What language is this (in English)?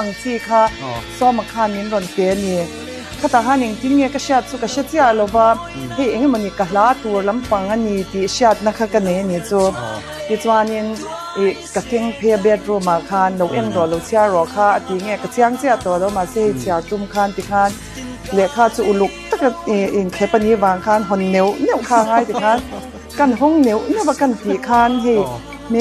Mizo